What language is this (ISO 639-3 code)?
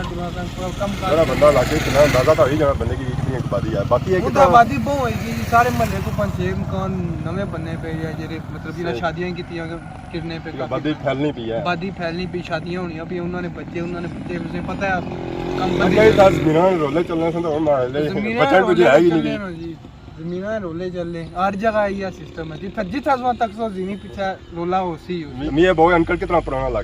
phr